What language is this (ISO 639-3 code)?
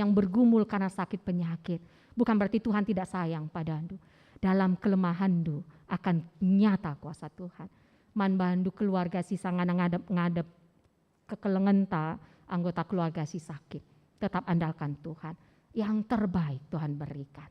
btx